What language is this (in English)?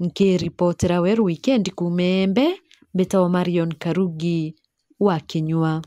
Meru